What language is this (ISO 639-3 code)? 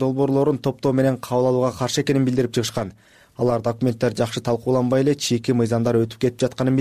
kir